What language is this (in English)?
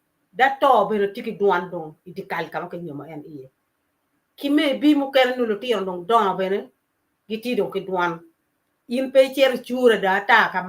Acoli